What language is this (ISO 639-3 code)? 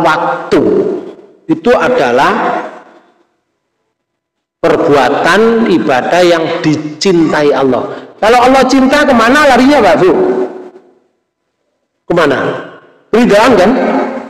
ind